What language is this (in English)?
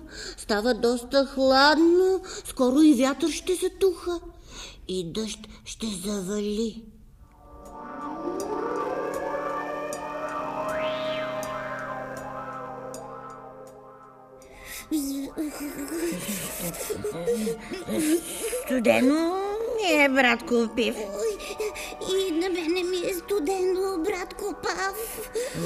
Bulgarian